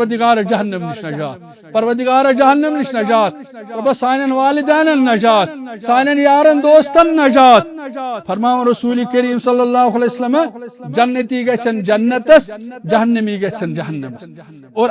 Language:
Kashmiri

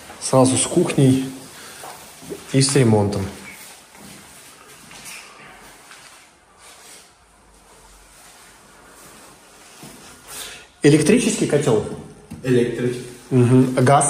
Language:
Russian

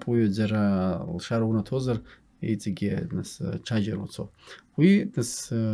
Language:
Abkhazian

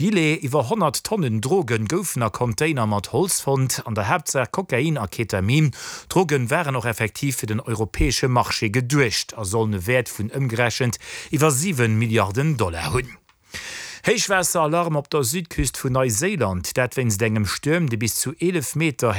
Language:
Luxembourgish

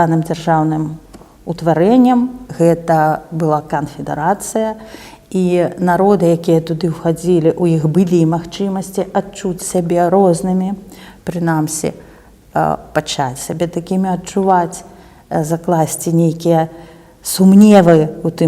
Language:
Belarusian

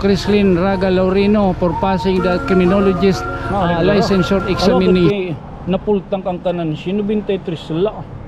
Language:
Waray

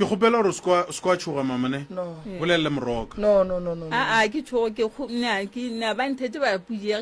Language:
Northern Sotho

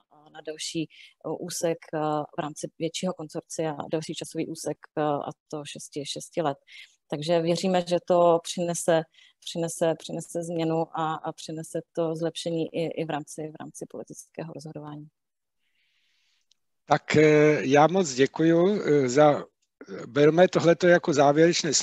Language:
Czech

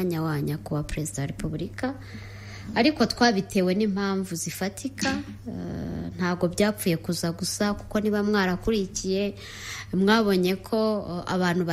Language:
Kinyarwanda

